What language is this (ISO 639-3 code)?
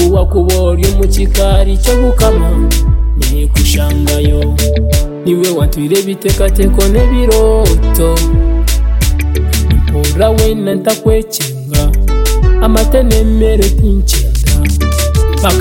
kin